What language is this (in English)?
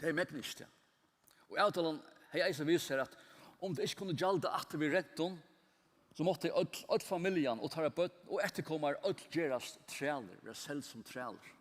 Faroese